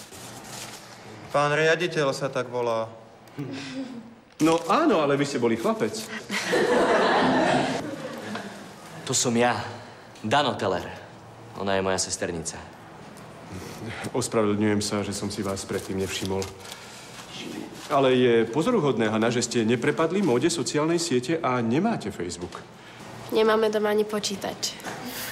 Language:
Slovak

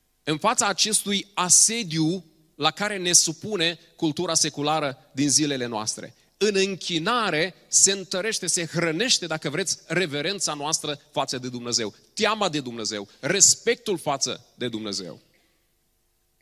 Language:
Romanian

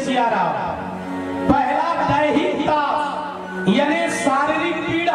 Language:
Chhattisgarhi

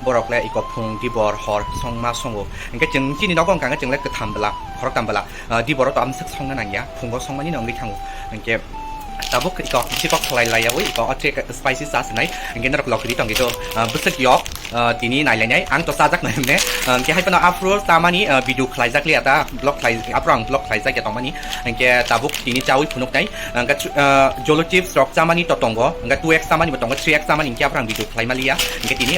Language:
Kok Borok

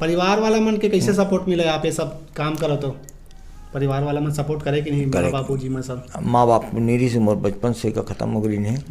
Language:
Chhattisgarhi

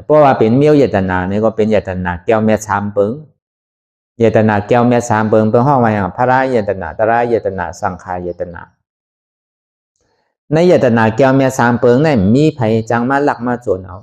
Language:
Shan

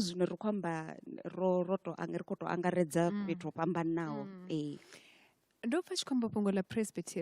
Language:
Venda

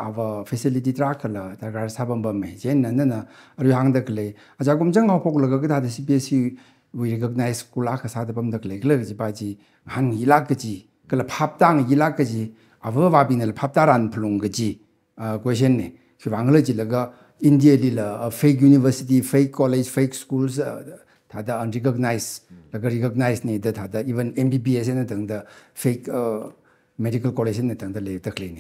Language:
Tangkhul Naga (India)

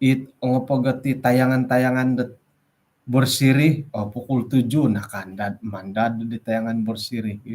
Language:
Central Dusun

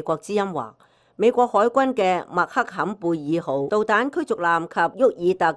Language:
Cantonese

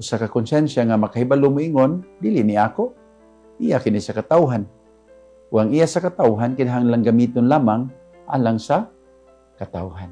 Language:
Cebuano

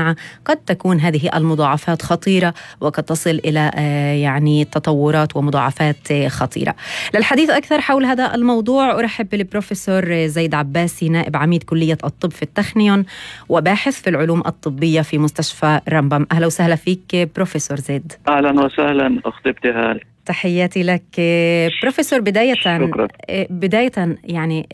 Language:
North Levantine Arabic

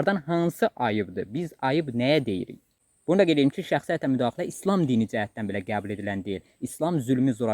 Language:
Azerbaijani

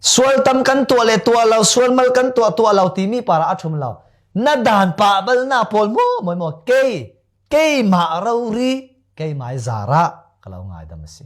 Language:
Falam Chin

